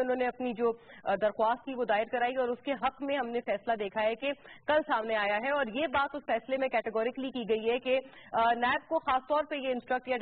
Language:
Urdu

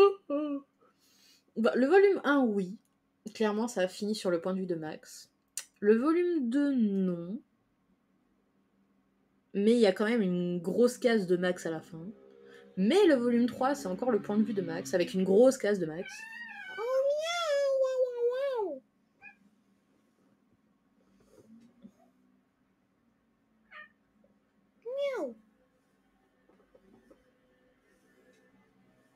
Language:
French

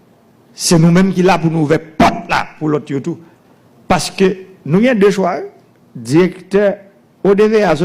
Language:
Haitian Creole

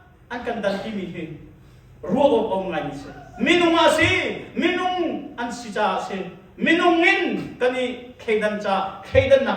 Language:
Hakha Chin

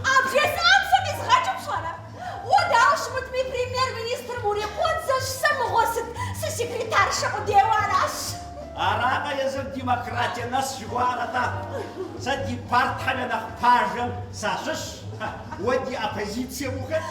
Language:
Kabardian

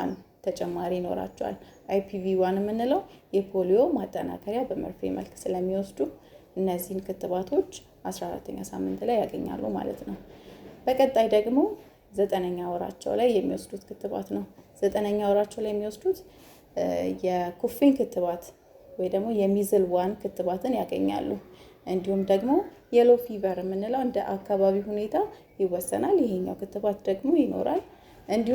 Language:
Amharic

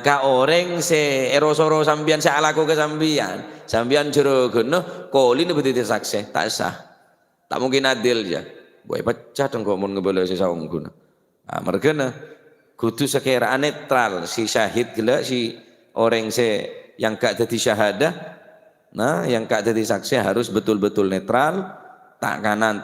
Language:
Madurese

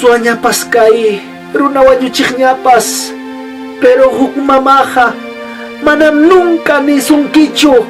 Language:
Ayacucho Quechua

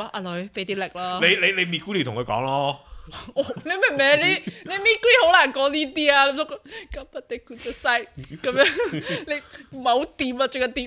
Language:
Cantonese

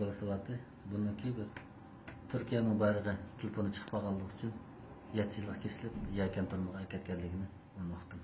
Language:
Uyghur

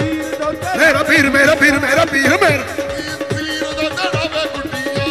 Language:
Punjabi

